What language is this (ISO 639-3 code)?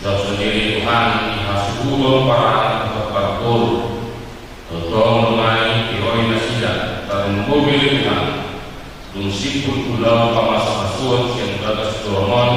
bbc